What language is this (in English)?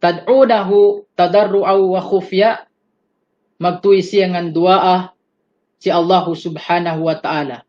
Yakan